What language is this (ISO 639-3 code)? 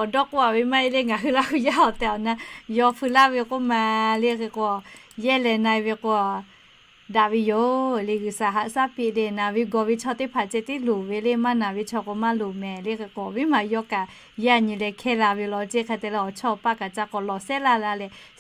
lhu